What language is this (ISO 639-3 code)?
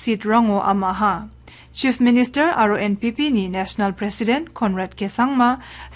grt